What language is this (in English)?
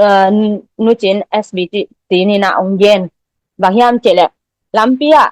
Tedim Chin